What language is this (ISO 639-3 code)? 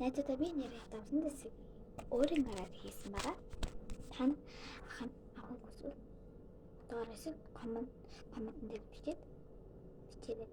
mon